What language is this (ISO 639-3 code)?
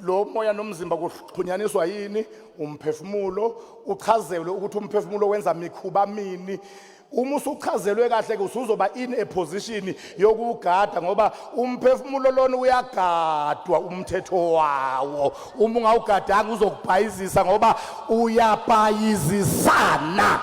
zul